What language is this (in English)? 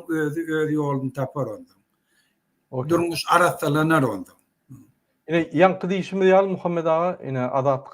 Turkmen